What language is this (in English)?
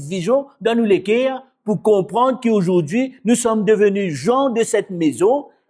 Morisyen